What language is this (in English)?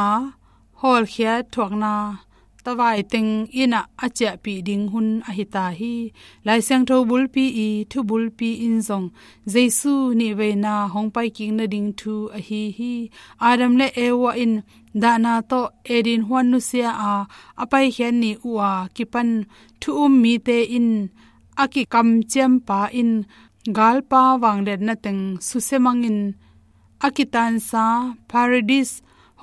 Tedim Chin